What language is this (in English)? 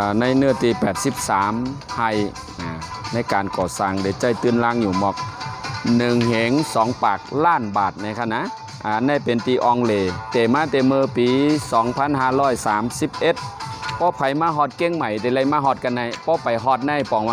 Shan